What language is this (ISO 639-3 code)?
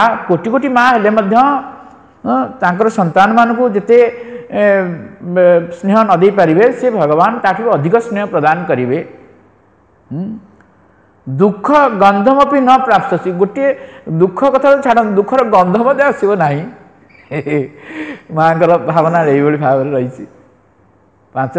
ori